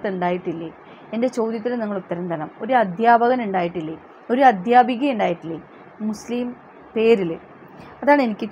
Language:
Malayalam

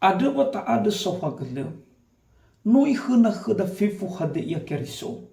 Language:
Nias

